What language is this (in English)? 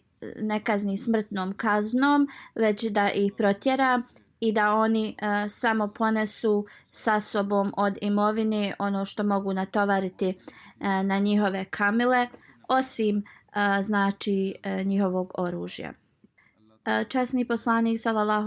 Bosnian